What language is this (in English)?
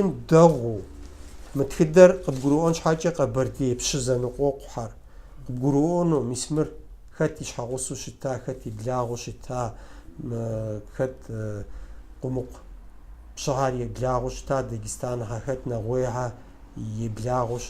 Kabardian